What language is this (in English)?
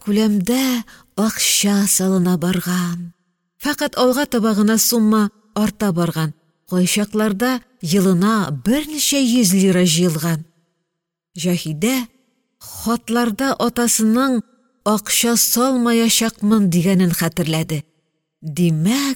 Tatar